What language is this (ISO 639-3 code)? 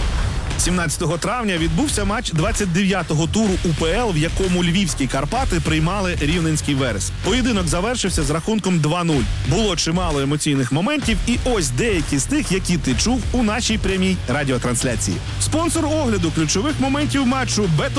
ukr